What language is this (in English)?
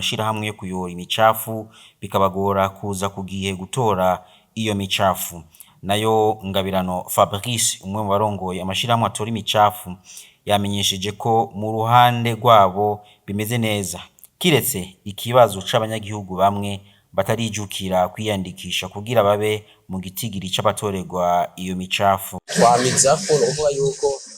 Rundi